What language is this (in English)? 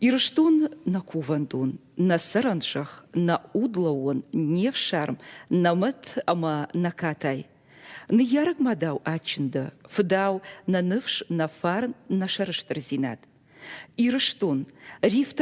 Ossetic